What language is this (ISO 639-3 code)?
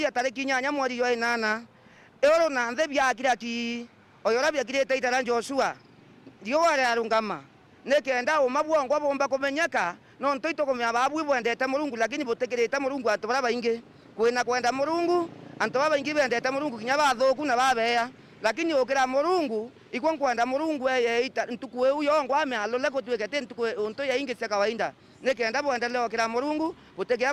mer